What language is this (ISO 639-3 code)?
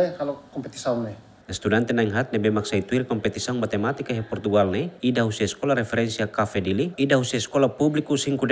tet